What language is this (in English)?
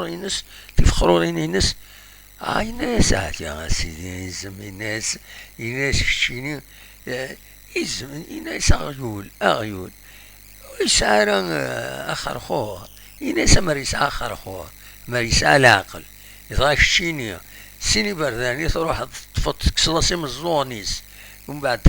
Kabyle